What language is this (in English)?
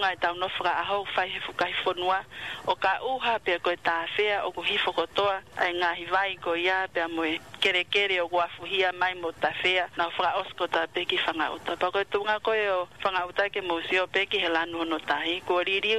Tongan